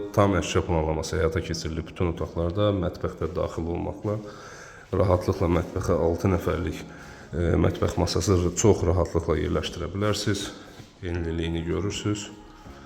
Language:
Azerbaijani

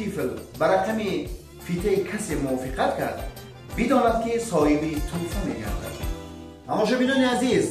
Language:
Tajik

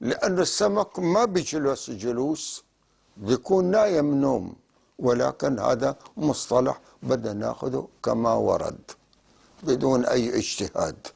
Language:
North Levantine Arabic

